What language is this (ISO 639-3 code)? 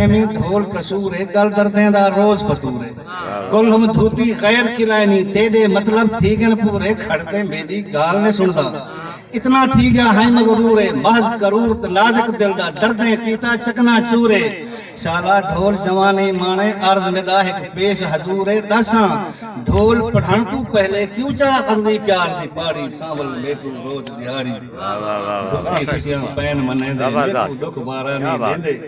skr